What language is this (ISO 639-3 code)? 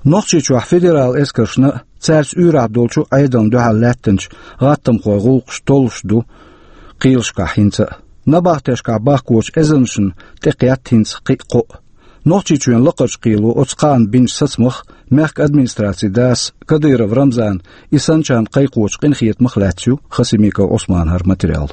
che